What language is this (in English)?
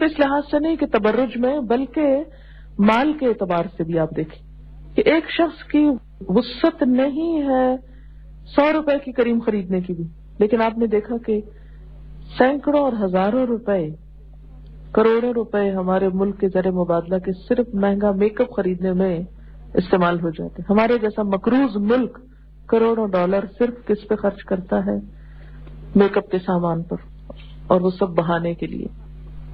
Urdu